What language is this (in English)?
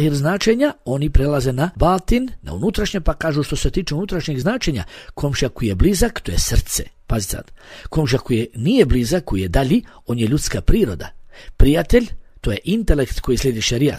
Bosnian